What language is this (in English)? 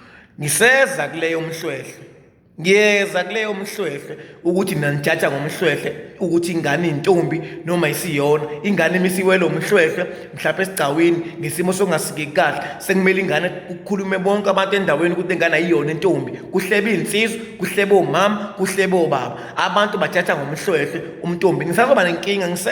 Zulu